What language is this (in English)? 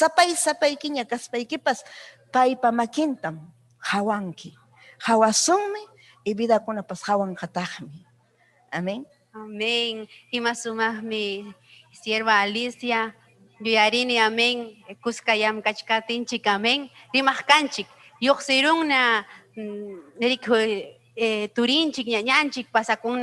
Ayacucho Quechua